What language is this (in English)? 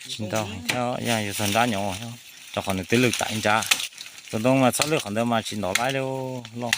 Hmong